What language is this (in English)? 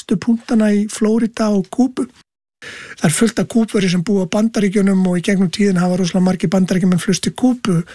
Icelandic